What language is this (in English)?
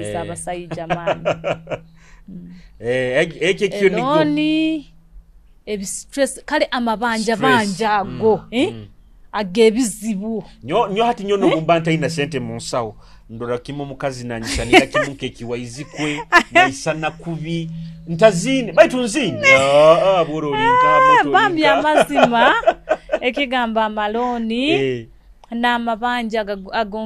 Nyoro